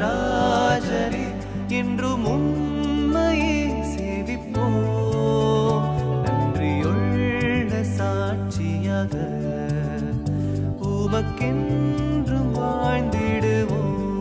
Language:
Tamil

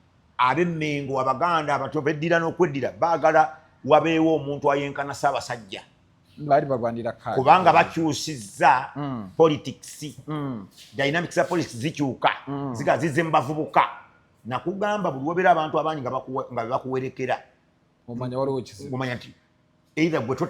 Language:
Ganda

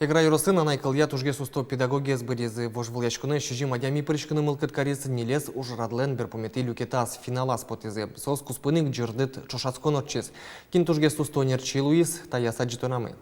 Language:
Udmurt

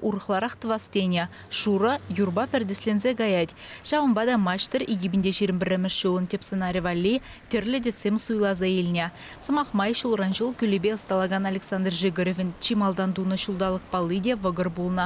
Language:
Chuvash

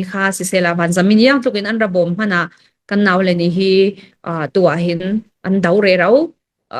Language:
Hakha Chin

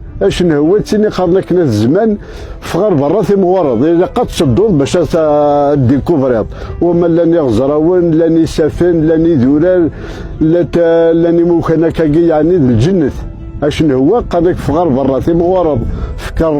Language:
Kabyle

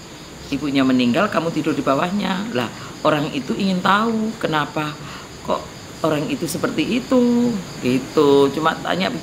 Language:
Indonesian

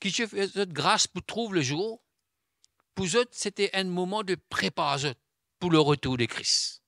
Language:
Morisyen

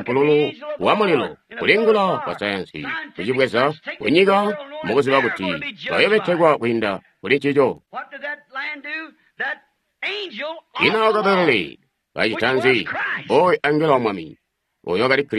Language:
Tonga (Zambia)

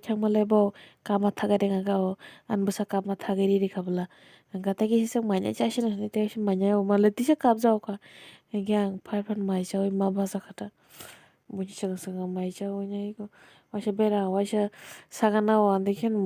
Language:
Kok Borok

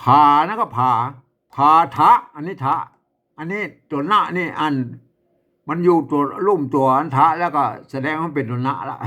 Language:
Northern Thai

